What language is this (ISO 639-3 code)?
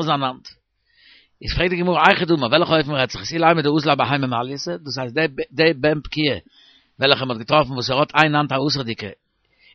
yid